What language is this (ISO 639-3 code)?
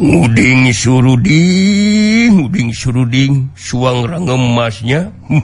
sun